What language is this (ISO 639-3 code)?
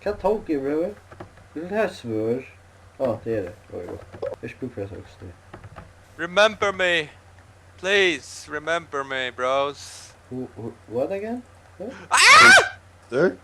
fao